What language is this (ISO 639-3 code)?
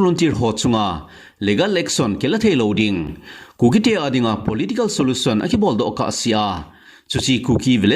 tcz